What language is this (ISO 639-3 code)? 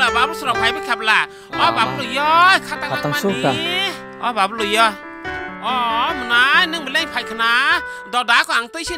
trp